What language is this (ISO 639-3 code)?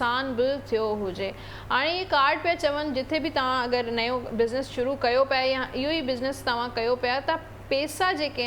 snd